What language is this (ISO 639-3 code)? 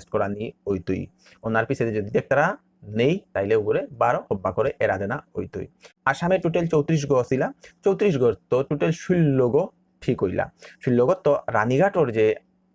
bpy